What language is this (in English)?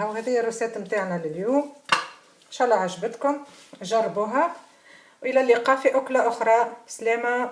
Tunisian Arabic